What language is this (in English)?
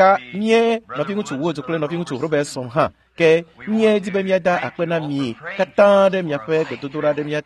Ewe